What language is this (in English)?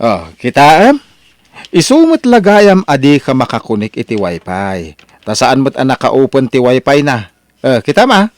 Iloko